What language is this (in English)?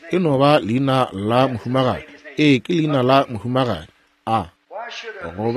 Northern Sotho